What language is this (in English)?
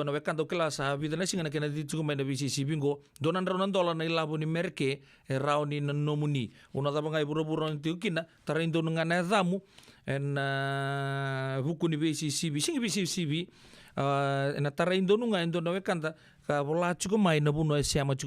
Fijian